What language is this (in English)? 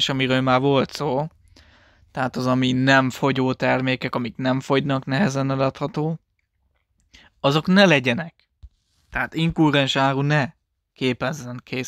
Hungarian